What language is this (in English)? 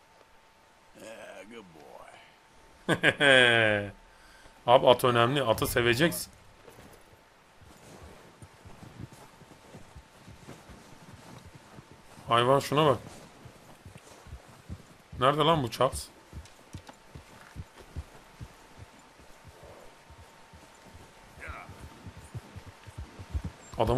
Turkish